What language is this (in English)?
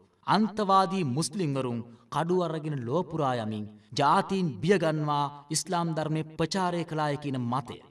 Sinhala